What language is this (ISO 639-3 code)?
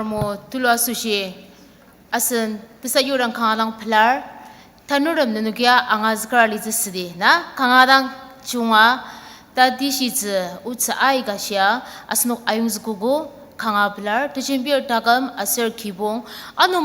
njo